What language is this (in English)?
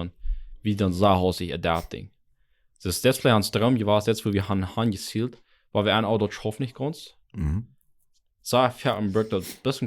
Plautdietsch